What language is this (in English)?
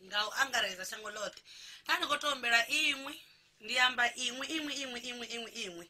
Venda